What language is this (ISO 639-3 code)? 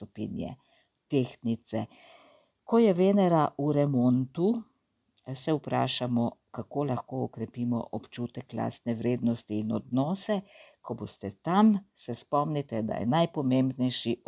slv